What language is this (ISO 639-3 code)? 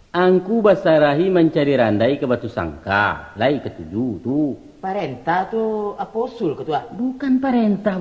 min